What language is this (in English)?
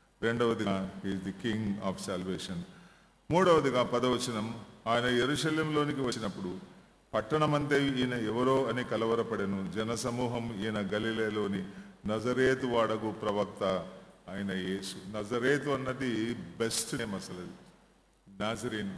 Telugu